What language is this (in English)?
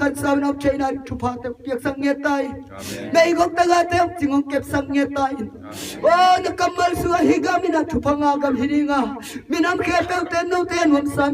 Tedim Chin